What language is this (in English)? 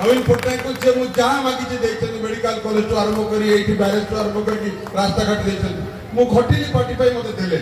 Odia